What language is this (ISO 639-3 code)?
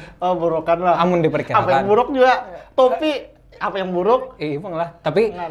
bjn